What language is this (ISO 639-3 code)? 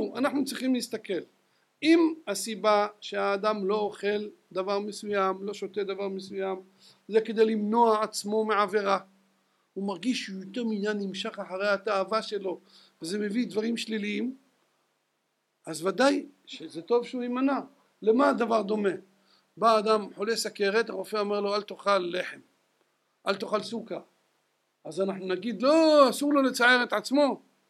heb